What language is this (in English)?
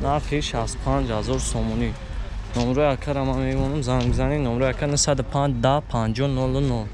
Tajik